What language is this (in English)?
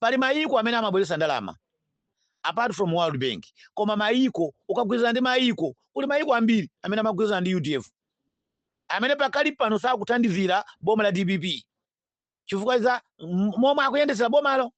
Nyanja